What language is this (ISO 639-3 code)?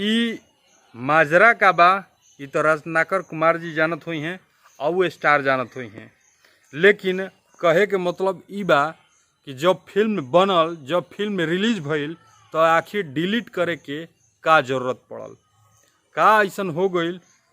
bho